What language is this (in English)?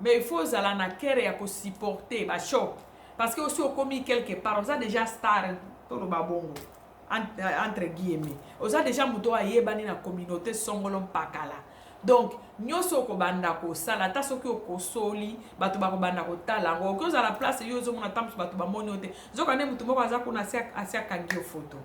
Lingala